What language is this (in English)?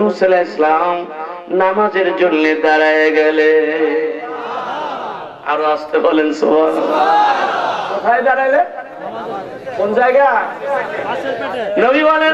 Bangla